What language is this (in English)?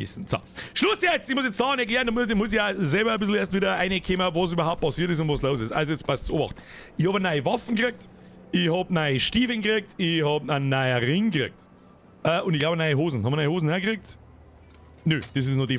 Bavarian